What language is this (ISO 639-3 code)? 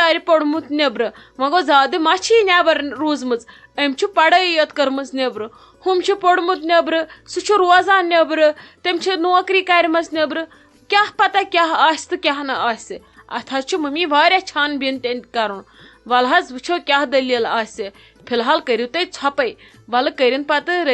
kas